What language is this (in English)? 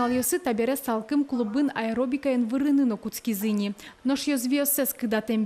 Udmurt